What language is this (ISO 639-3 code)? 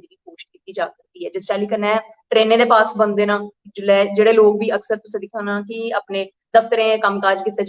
doi